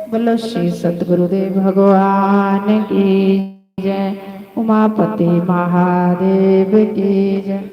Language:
Dogri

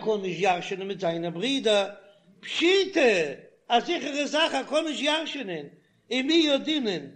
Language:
Yiddish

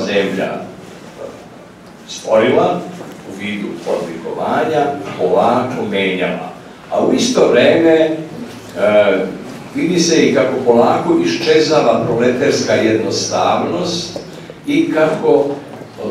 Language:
Serbian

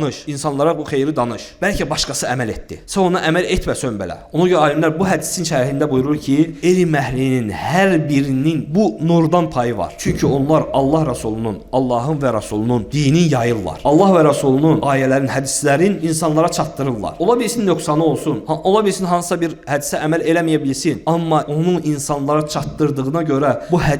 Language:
Azerbaijani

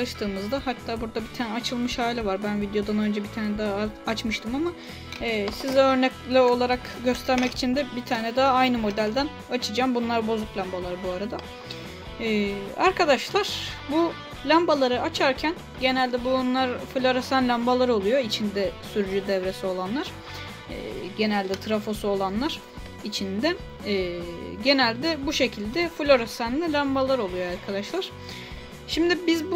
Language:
Turkish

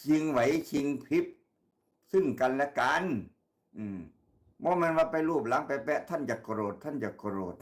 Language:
Northeastern Thai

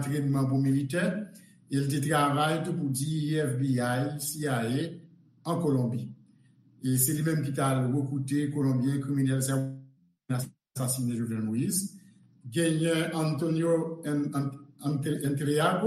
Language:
Haitian Creole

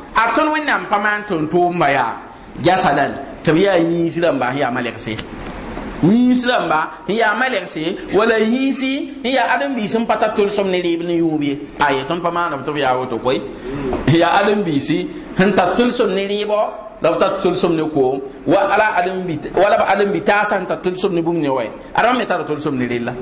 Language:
Mossi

